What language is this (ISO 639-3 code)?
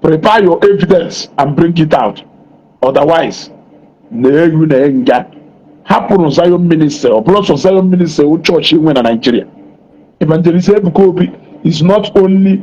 ibo